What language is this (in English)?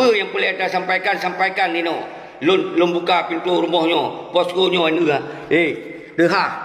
Achinese